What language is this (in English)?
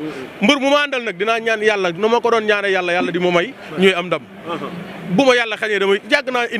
Wolof